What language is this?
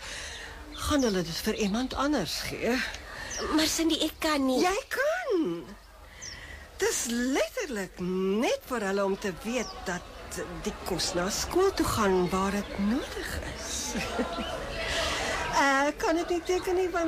Afrikaans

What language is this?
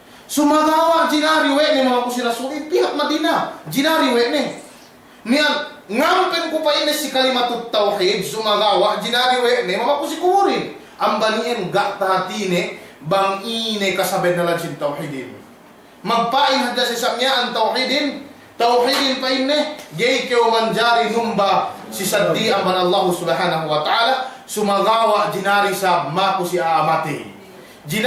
Yakan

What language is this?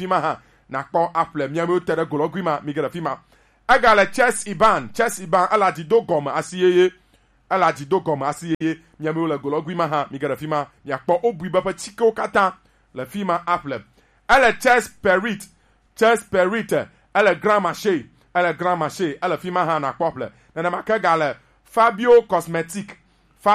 Gen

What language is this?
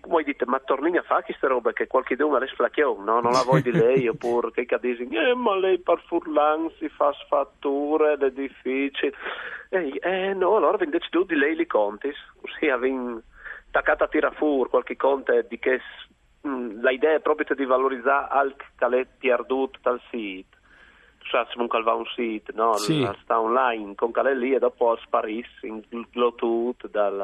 Friulian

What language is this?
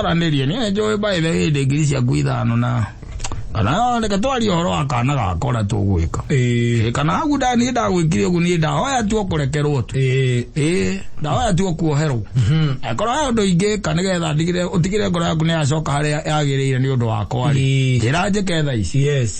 Kikuyu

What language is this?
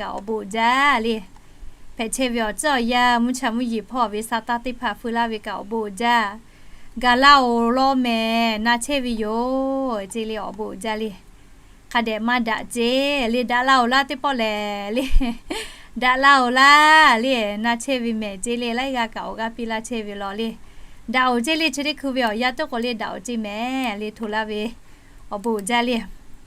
Lahu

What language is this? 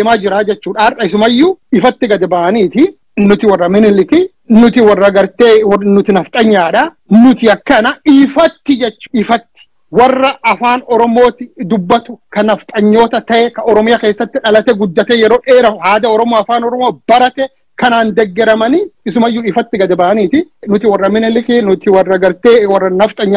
Oromo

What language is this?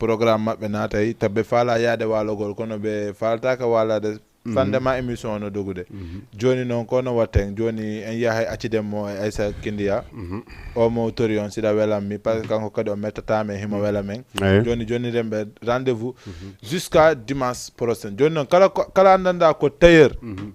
Fula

